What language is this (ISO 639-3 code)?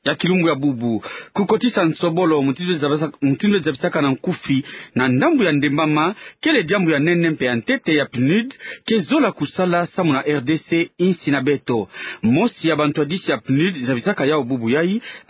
ktu